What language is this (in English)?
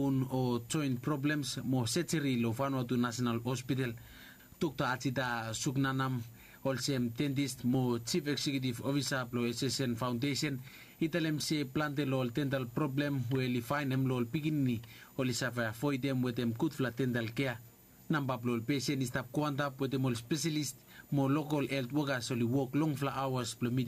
Bislama